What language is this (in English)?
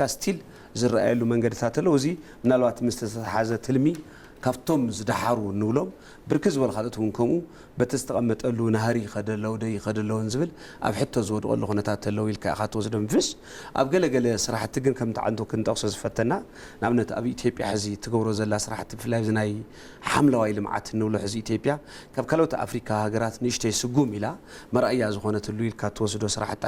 Tigrinya